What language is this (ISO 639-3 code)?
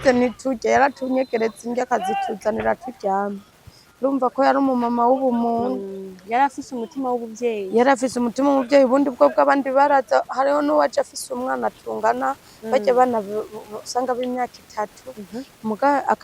run